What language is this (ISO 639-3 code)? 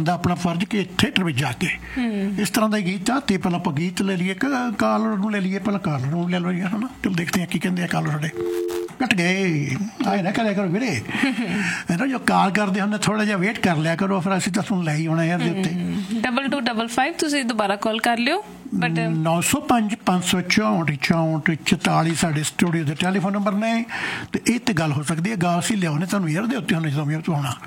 pan